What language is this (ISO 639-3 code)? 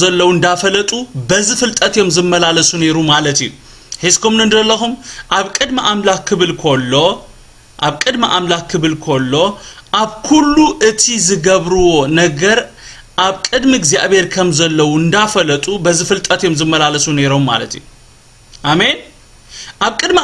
tir